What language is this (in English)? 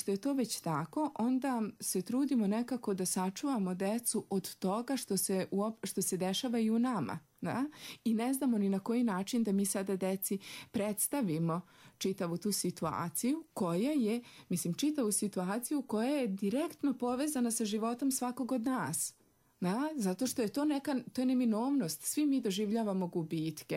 Serbian